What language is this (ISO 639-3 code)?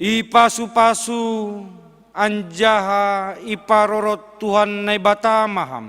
bts